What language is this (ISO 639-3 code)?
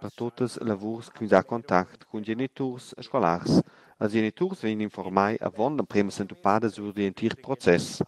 roh